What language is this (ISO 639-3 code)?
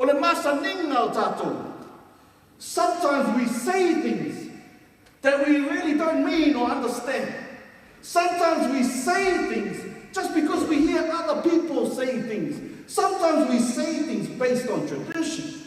smo